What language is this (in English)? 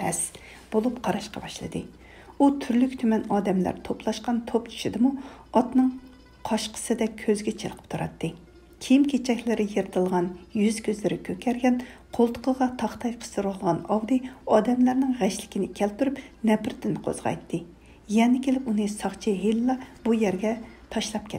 Uyghur